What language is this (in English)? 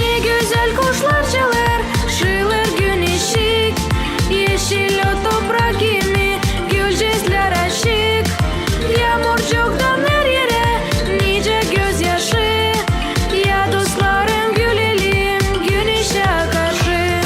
Gagauz